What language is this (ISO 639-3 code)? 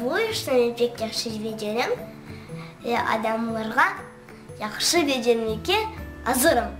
crh